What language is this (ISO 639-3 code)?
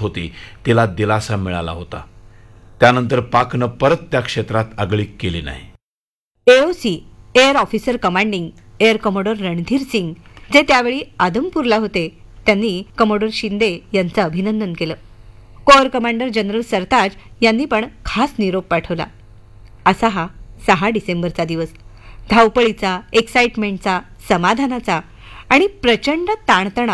mar